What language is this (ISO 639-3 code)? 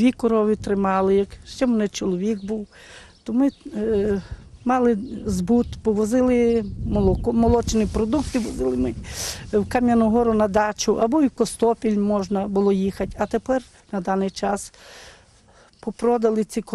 ukr